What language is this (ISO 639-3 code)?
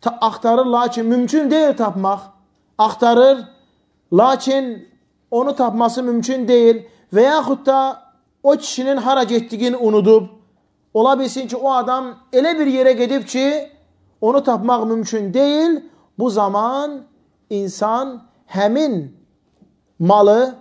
aze